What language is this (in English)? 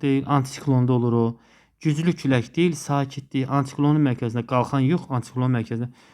Azerbaijani